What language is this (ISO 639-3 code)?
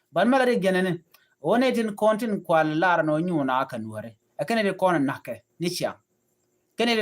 nus